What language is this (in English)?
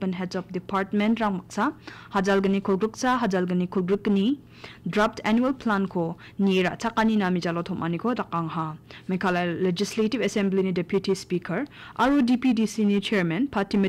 Garo